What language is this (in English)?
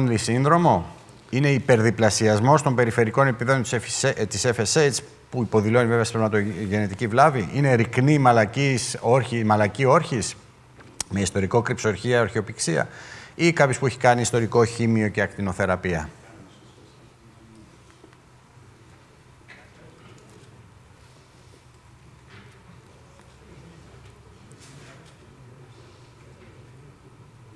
Greek